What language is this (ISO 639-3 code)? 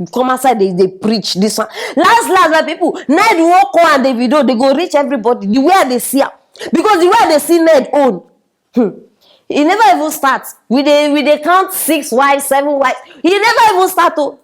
pcm